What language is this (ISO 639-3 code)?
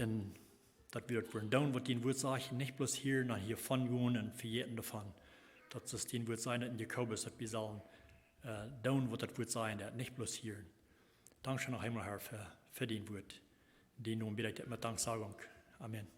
pdt